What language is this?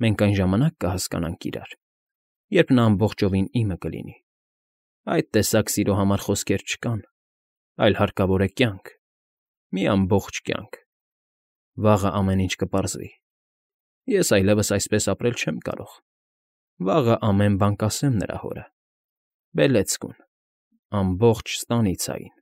Armenian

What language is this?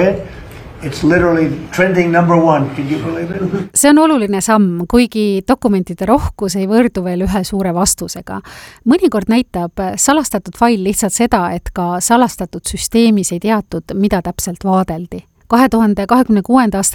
Estonian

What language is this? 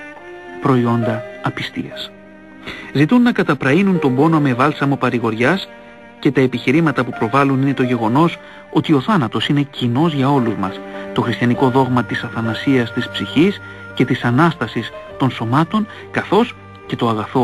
Greek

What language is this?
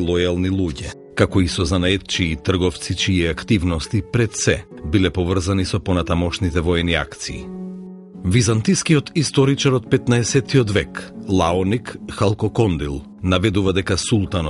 Macedonian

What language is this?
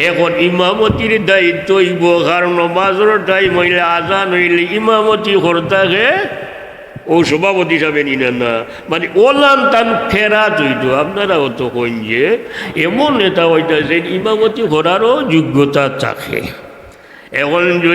Sylheti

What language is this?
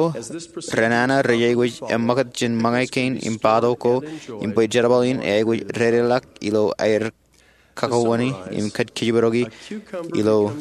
Marshallese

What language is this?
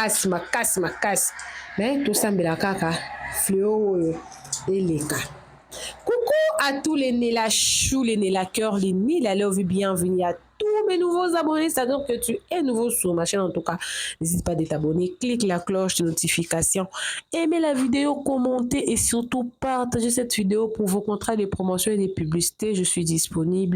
Lingala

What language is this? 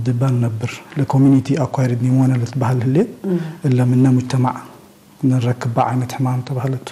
Tigre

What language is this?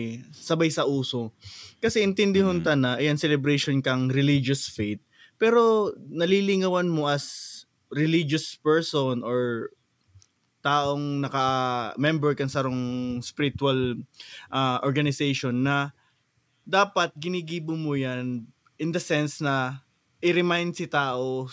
Bikol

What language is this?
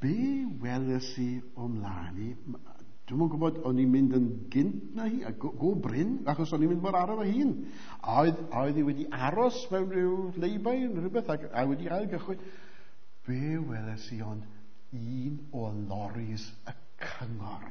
Welsh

